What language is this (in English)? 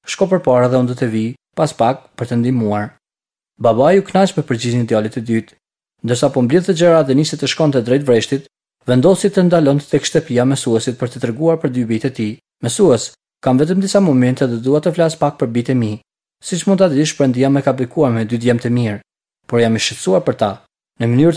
Albanian